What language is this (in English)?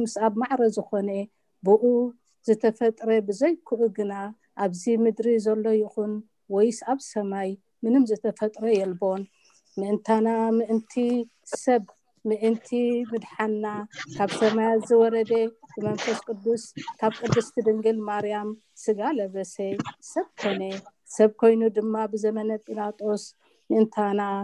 Tigrinya